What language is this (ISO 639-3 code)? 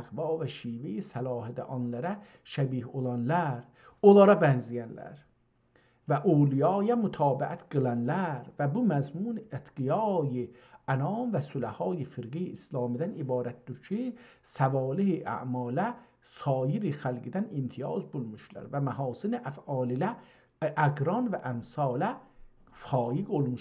azb